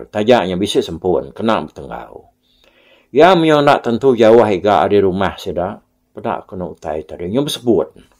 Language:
Iban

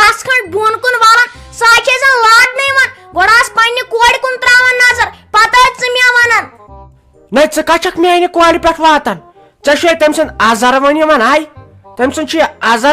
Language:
Kashmiri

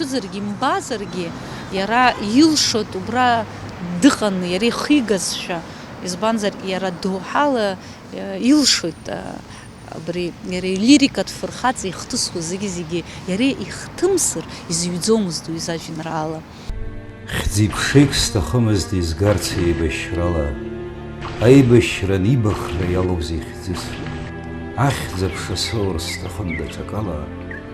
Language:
Abkhazian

